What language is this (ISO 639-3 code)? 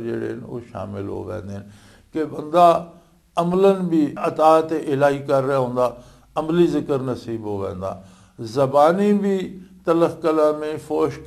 lah